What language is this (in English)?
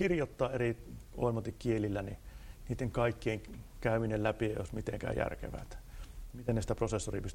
Finnish